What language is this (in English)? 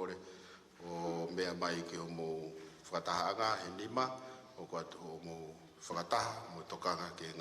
Tongan